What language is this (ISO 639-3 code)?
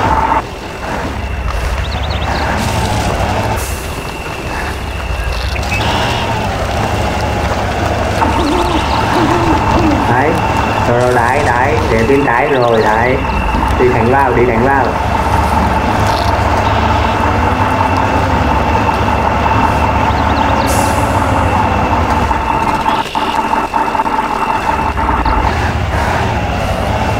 vie